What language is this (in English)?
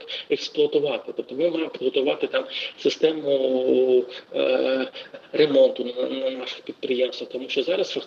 Ukrainian